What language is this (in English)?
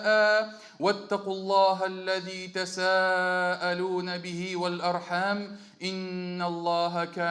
Tatar